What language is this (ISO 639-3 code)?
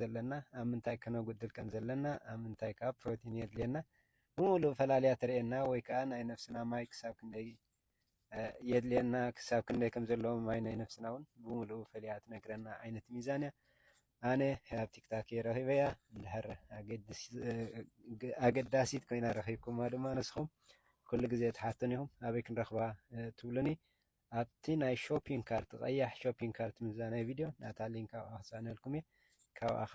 tir